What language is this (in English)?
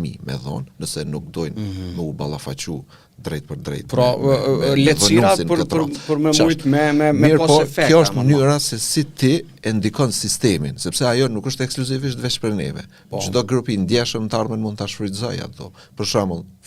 Albanian